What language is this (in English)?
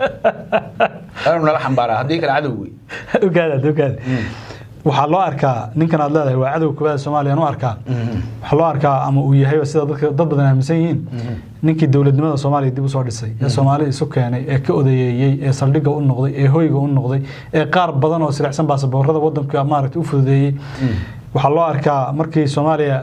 Somali